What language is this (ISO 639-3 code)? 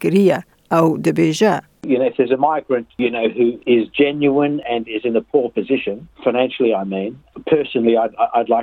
kur